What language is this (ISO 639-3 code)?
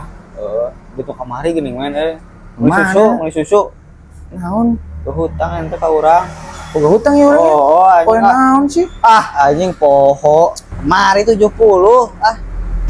sun